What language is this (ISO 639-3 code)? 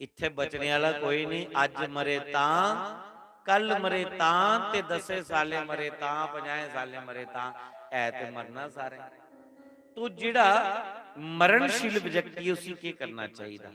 doi